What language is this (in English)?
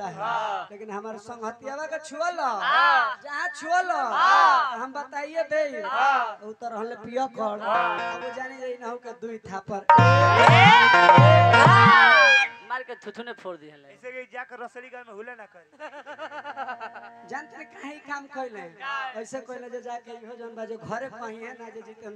Bhojpuri